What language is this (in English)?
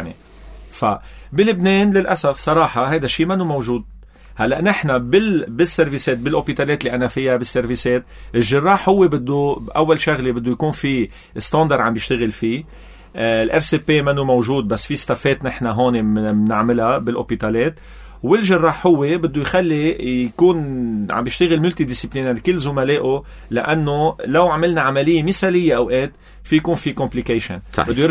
North Levantine Arabic